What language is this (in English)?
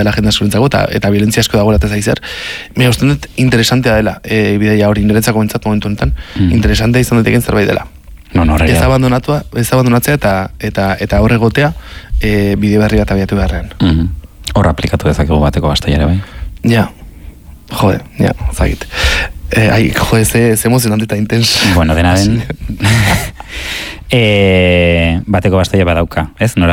Basque